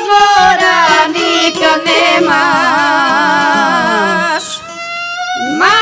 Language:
Croatian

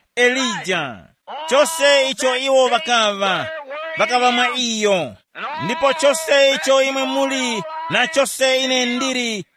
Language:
Tumbuka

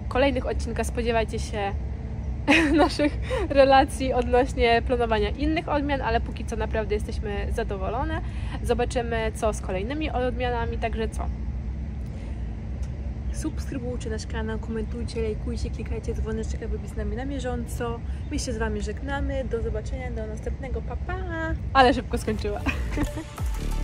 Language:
Polish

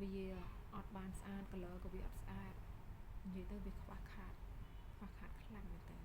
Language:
Khmer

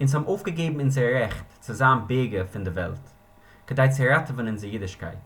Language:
Yiddish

